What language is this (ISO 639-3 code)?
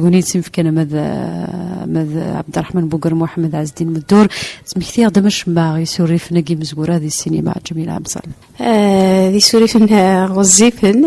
kab